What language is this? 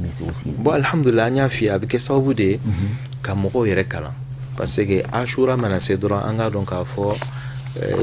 Bambara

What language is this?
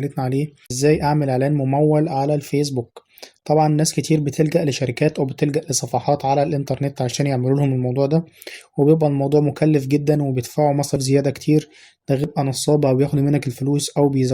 Egyptian Arabic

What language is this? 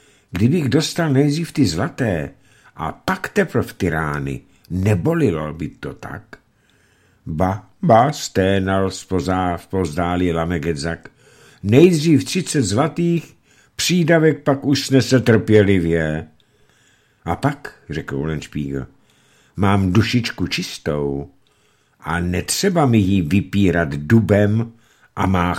Czech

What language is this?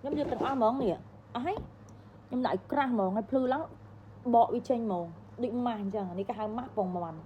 Khmer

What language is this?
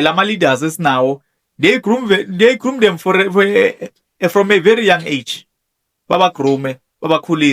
Zulu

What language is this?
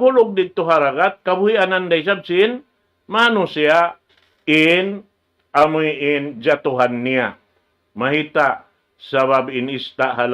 Tausug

